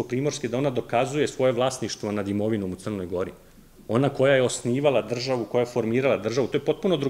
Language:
Serbian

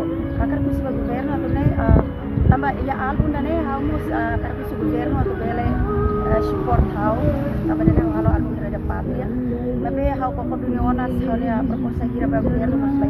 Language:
Tetum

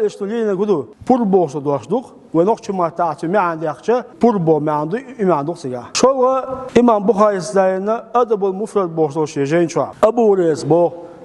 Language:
Chechen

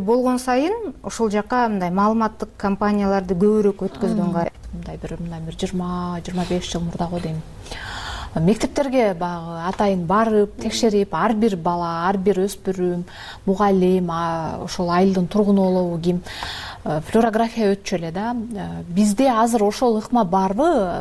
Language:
Kyrgyz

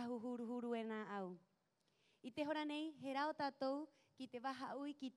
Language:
Rapanui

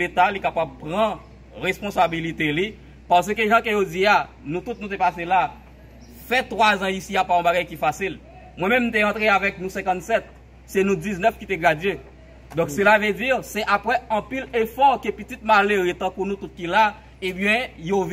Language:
Haitian Creole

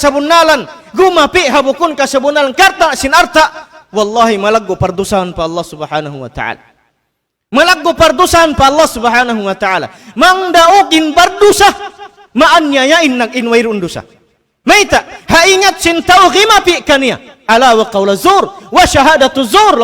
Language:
Tausug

